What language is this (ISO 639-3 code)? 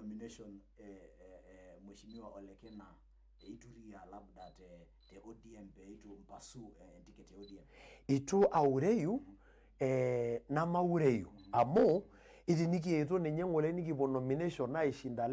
mas